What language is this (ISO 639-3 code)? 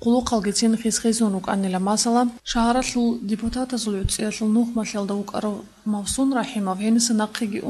ava